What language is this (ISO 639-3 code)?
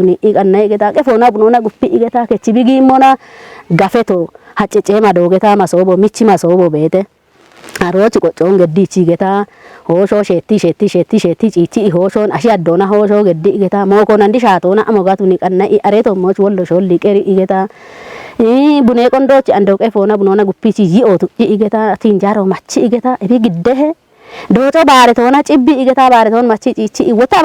kbr